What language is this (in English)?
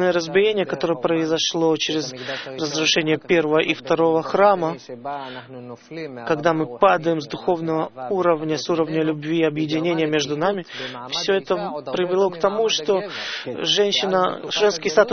Russian